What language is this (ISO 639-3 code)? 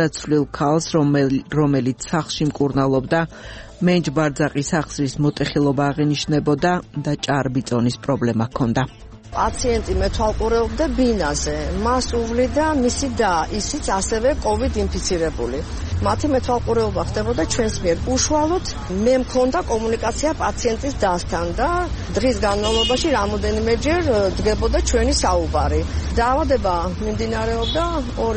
kat